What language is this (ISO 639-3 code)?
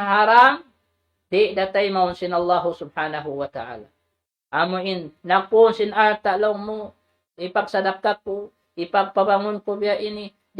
tsg